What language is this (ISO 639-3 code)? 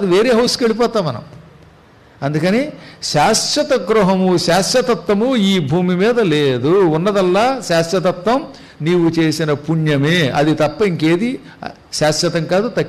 tel